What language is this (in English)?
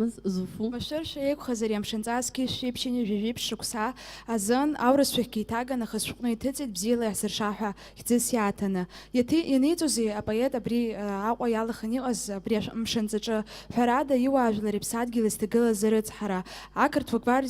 Abkhazian